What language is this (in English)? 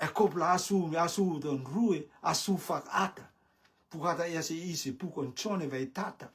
Rotuman